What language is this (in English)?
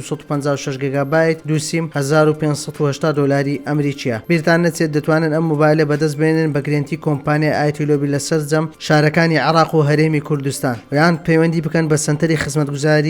Central Kurdish